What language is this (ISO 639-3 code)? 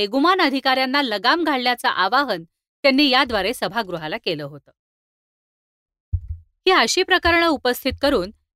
mar